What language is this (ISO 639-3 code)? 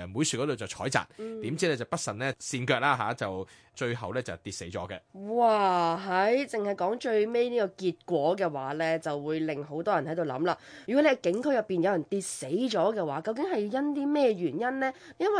yue